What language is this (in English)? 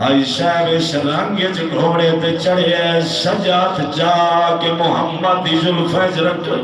Saraiki